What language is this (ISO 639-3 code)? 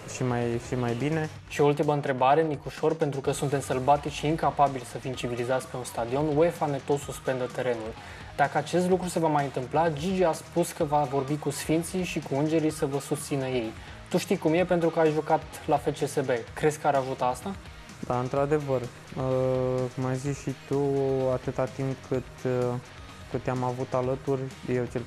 ron